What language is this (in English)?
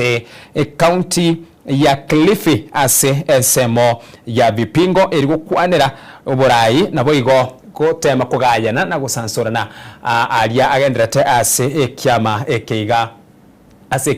Gusii